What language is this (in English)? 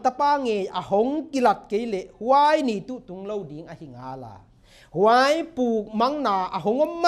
Paite Chin